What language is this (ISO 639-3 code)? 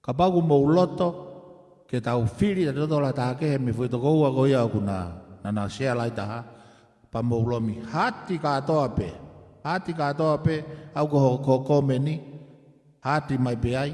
ton